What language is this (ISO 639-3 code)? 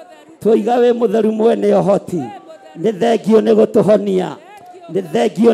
kik